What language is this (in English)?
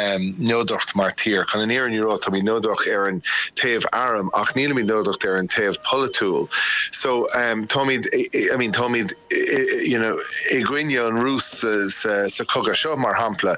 Irish